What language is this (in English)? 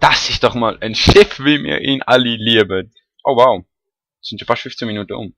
Swiss German